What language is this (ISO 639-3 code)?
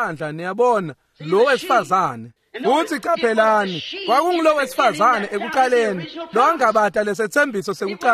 ssw